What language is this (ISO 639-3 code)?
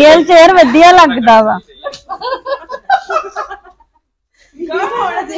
pan